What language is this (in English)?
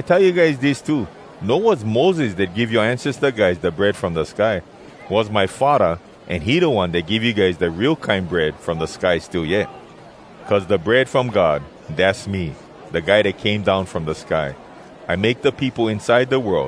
Hawai'i Creole English